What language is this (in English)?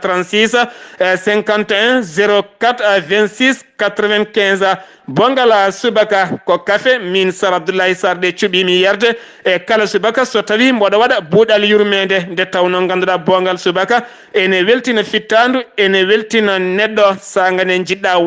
Fula